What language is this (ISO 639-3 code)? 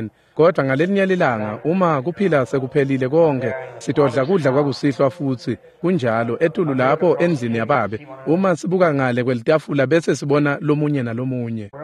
ssw